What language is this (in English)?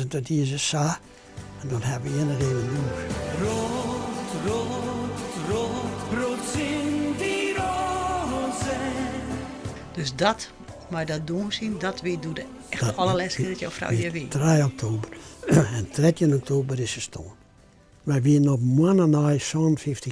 Western Frisian